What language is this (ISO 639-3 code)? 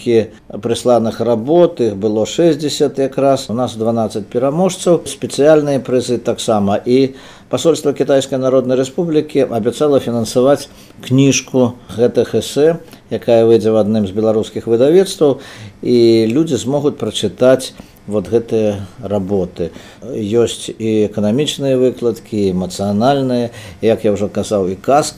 bel